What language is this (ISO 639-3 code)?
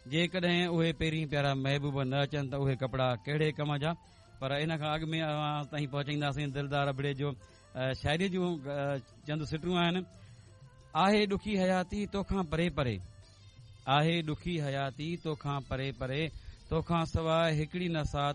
snd